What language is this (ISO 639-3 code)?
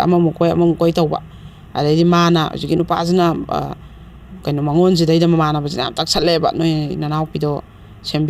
mni